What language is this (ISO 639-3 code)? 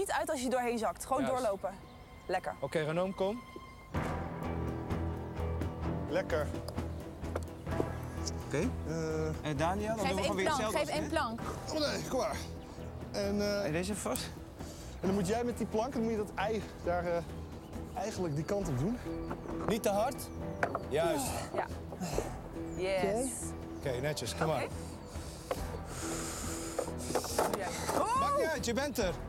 nld